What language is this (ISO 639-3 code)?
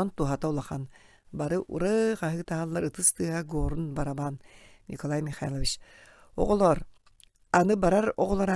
sah